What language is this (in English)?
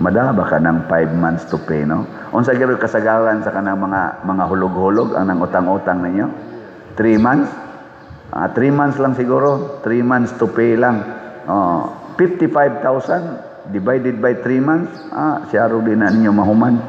Cebuano